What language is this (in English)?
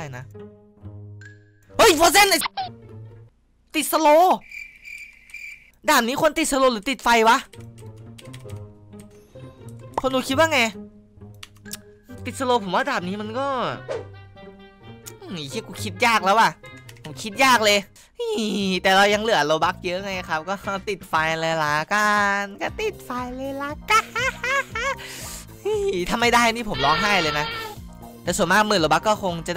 Thai